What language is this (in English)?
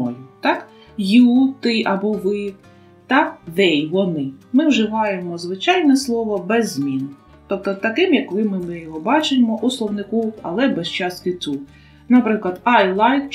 Ukrainian